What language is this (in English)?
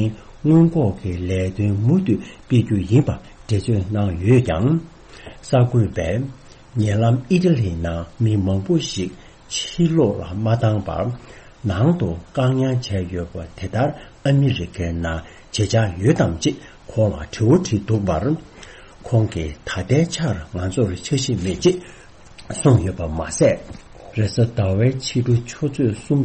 Tibetan